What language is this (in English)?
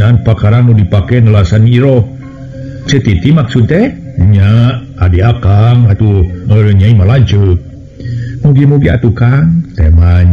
Sundanese